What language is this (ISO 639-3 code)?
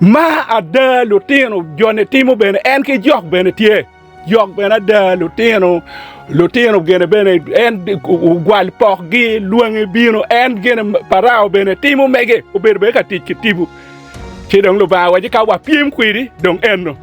ach